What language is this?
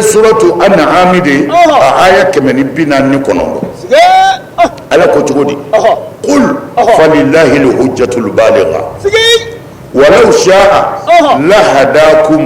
Bambara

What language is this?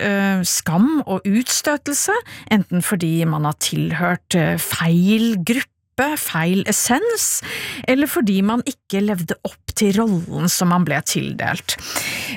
Norwegian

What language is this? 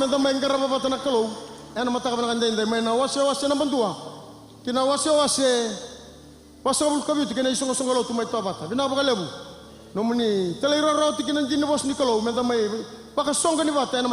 Fijian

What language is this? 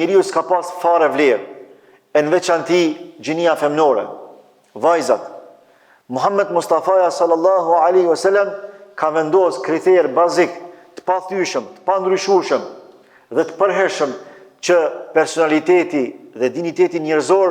Albanian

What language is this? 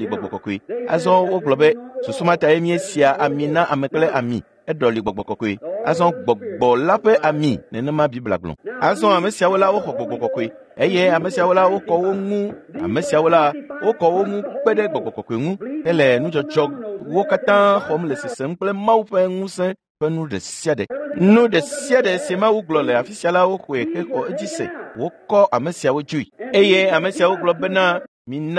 Ewe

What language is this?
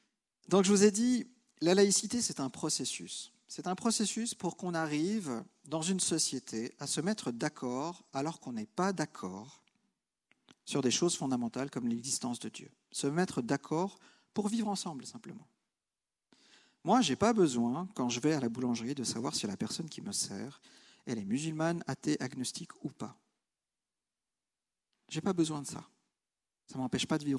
French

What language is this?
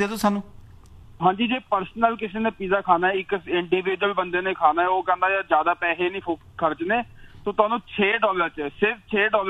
Punjabi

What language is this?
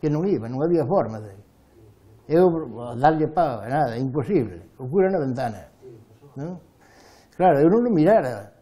Galician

